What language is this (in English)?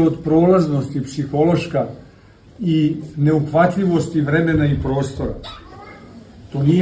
Serbian